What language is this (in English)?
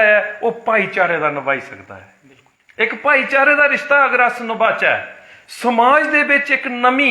Dogri